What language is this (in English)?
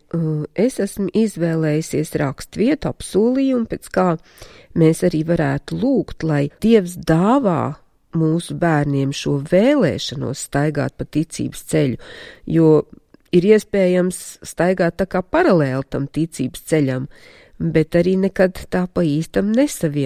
Latvian